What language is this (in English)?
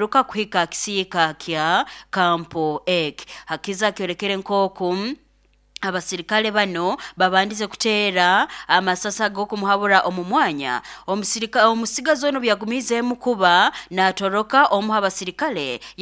Nyoro